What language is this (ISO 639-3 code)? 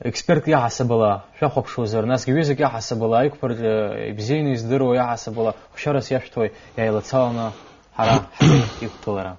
abk